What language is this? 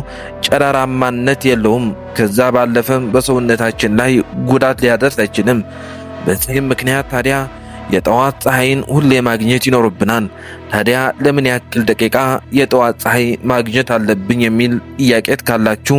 Amharic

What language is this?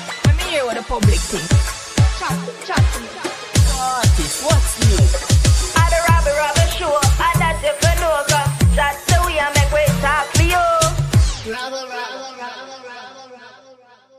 Jamaican Creole English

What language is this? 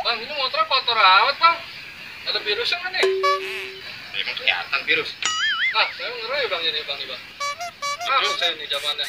Betawi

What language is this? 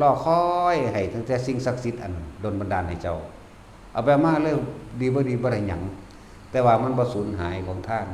Northeastern Thai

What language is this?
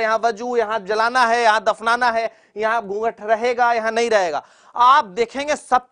Hindi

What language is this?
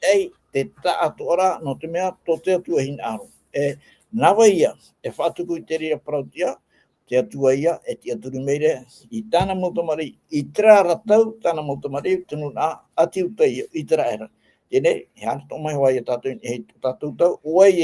Tahitian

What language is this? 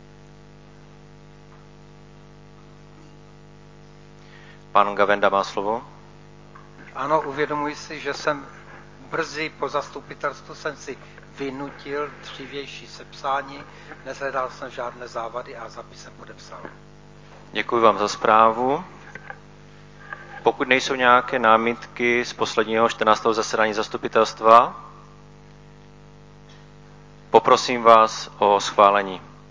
Czech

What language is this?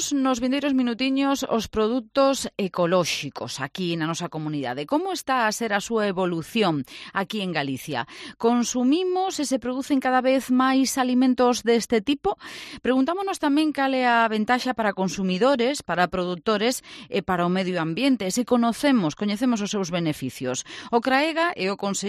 Galician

